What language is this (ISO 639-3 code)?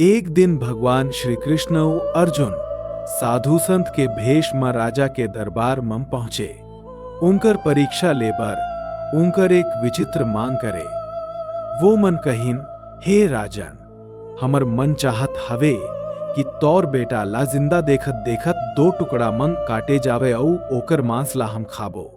hne